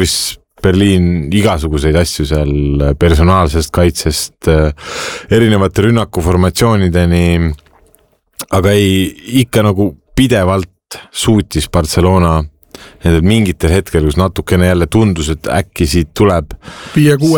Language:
Estonian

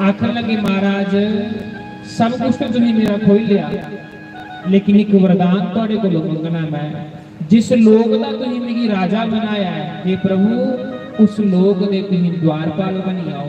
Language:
Dogri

